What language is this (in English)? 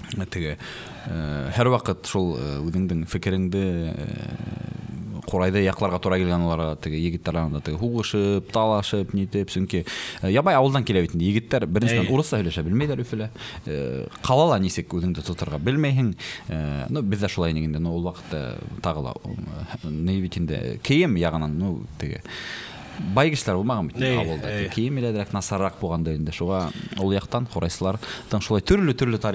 Bashkir